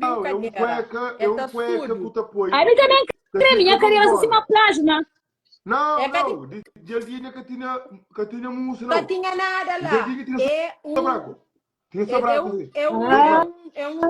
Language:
Kabuverdianu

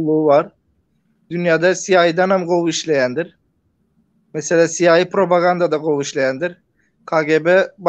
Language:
Turkmen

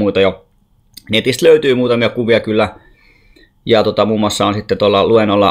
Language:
Finnish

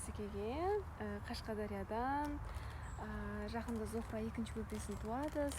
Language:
Kara-Kalpak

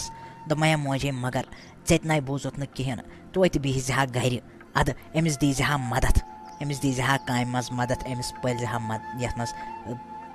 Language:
Kashmiri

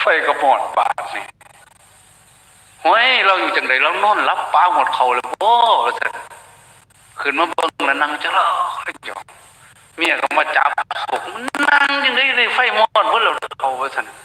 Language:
Lao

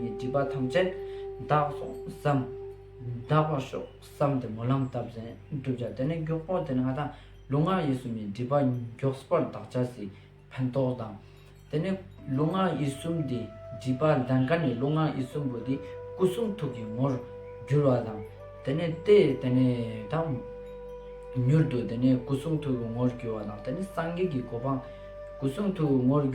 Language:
Ladakhi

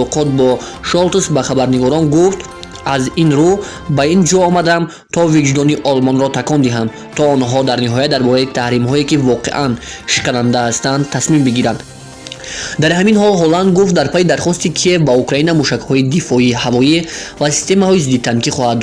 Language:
Tajik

